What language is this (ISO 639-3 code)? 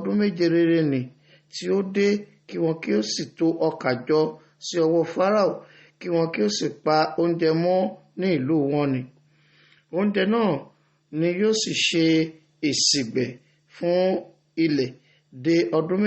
yor